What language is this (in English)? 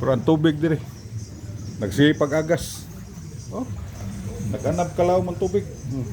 Cebuano